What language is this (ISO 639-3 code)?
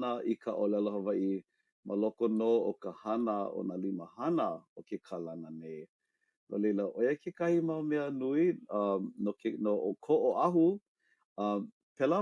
haw